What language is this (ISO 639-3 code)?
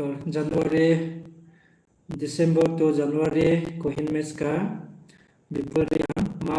ria